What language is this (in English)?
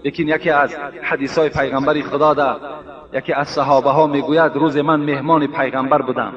Tajik